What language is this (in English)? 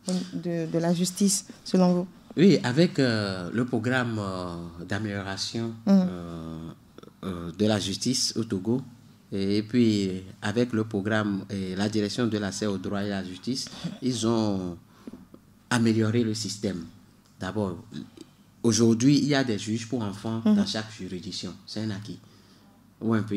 French